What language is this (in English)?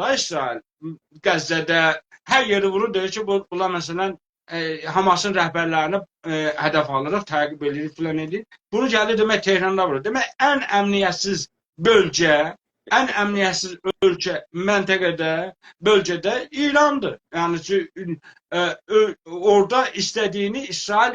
South Azerbaijani